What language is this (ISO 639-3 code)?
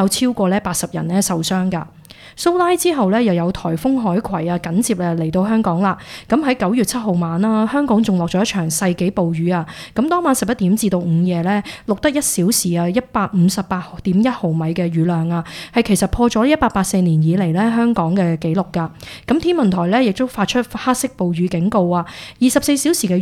yue